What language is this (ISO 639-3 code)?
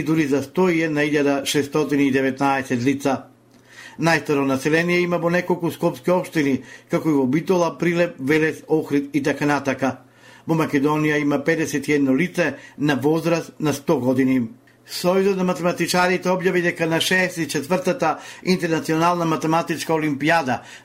mkd